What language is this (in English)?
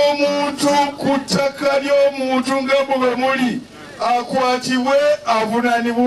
Ganda